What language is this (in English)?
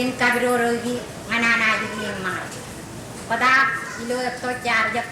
Marshallese